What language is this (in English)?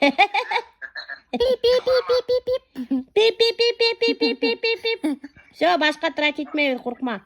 Bashkir